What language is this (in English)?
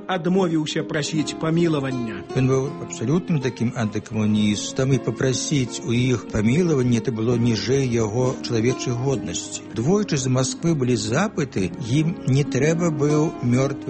Belarusian